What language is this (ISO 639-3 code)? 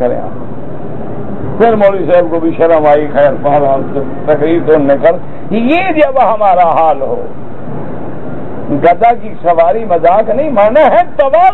urd